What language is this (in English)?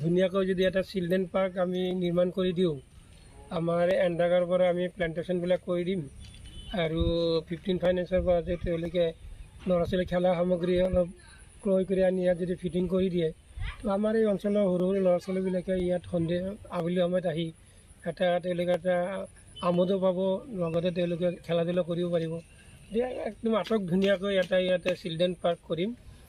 Assamese